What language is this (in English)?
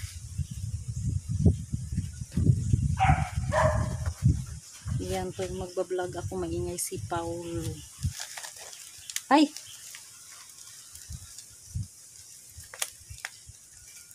Filipino